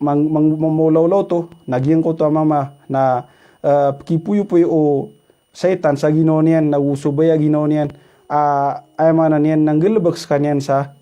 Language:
Maranao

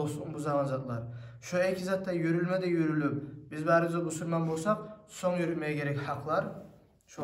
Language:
Kumyk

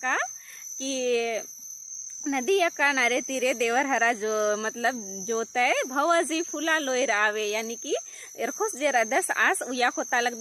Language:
Kurukh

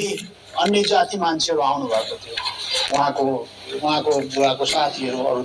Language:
Nepali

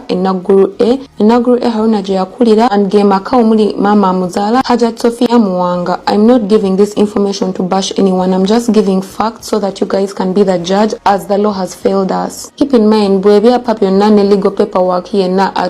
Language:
Ganda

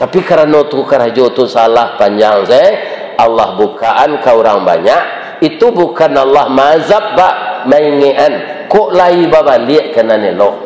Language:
Minangkabau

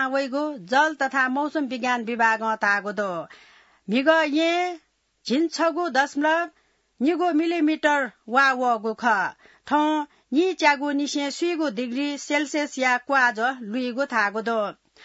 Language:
Newari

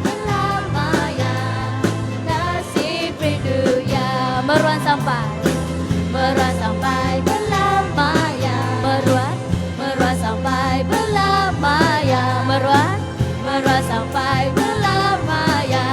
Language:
Iban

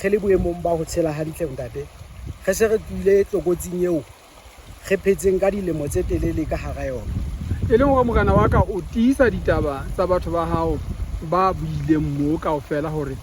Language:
Southern Sotho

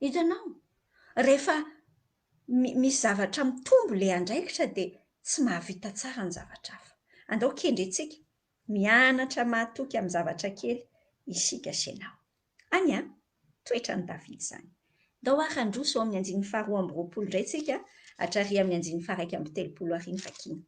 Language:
Malagasy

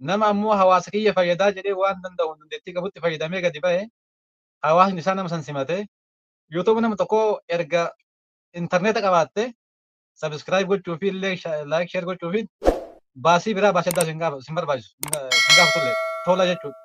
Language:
Oromo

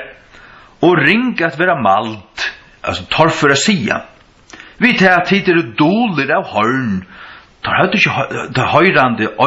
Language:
Faroese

